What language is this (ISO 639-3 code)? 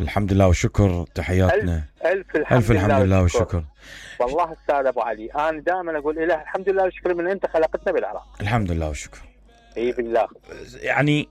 acm